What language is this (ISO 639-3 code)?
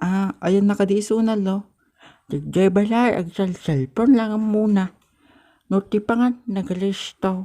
ilo